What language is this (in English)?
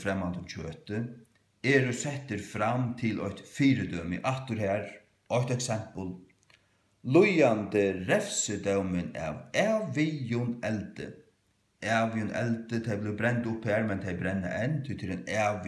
Faroese